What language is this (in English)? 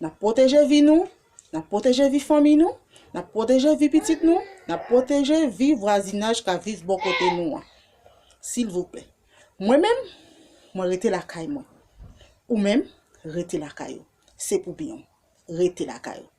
Haitian Creole